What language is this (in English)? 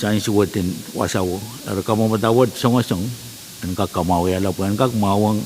Pohnpeian